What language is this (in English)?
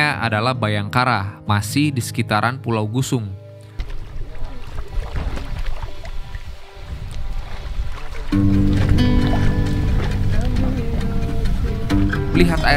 Indonesian